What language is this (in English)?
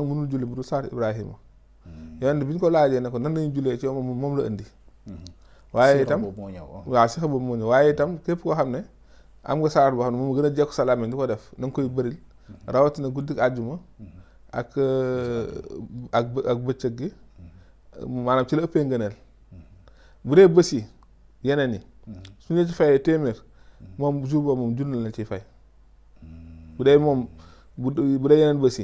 Wolof